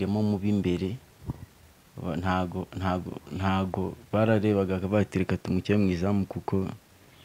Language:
Kinyarwanda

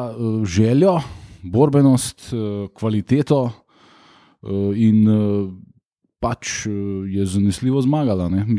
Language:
Slovenian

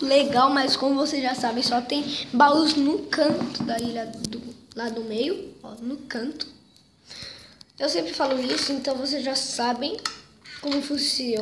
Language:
Portuguese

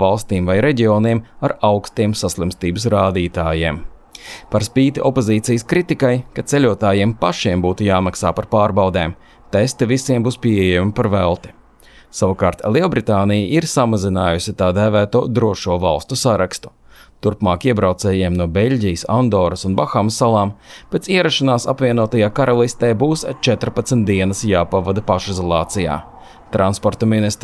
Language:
Latvian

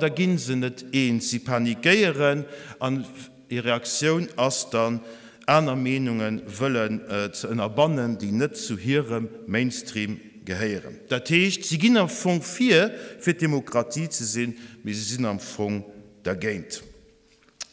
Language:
Luxembourgish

